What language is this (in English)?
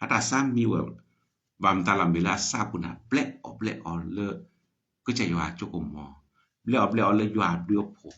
S'gaw Karen